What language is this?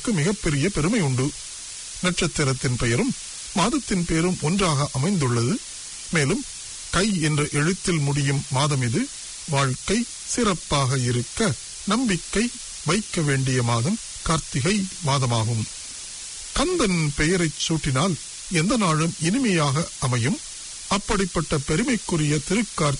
Tamil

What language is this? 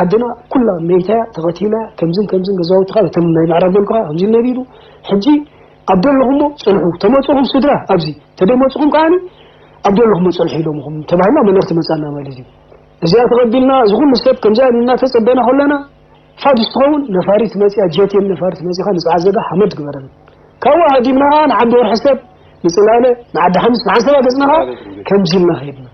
Tigrinya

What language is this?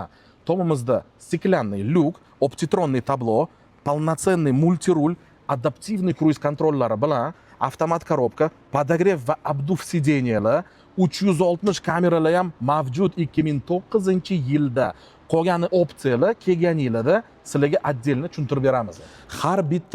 Uzbek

